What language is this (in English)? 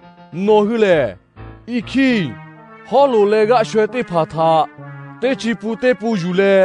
Lahu